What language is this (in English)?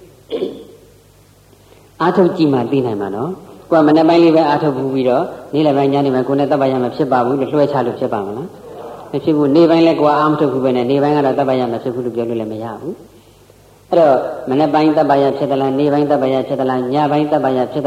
Burmese